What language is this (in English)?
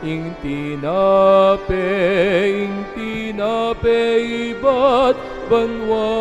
Pampanga